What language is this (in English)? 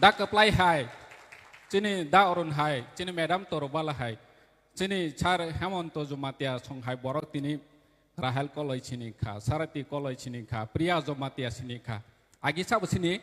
Kok Borok